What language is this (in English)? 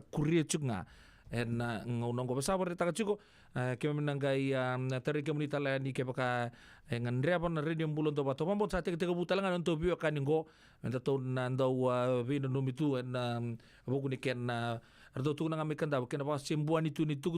Fijian